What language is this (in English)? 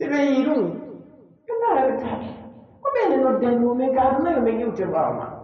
Pular